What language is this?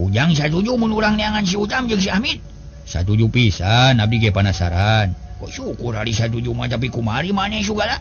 Sundanese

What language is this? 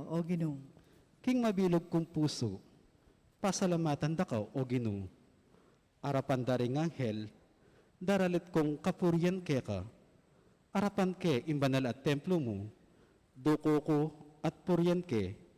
Pampanga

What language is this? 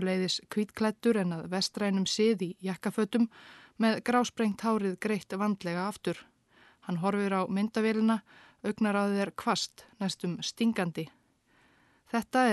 Icelandic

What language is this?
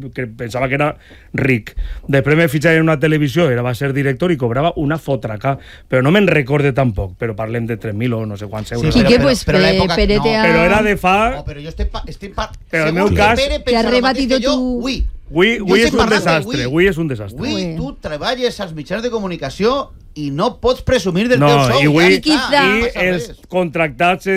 Catalan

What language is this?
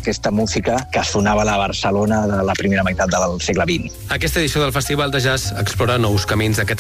Catalan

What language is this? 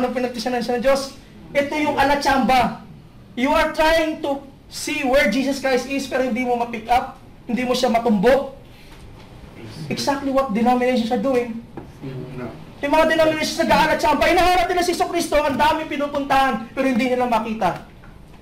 Filipino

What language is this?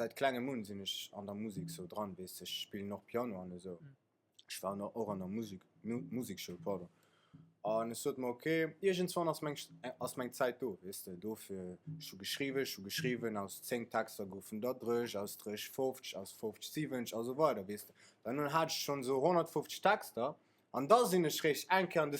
Luxembourgish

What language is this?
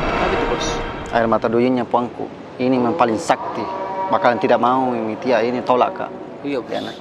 Makassar Malay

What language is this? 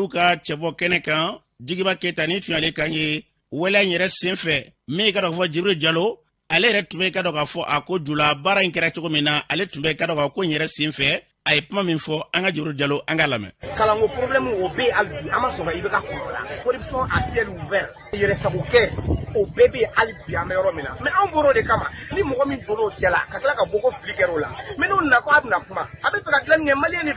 Bambara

